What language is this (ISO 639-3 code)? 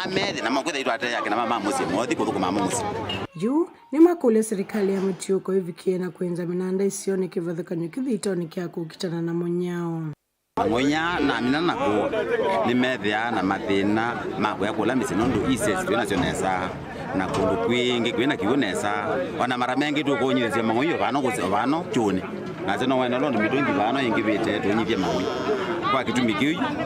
kam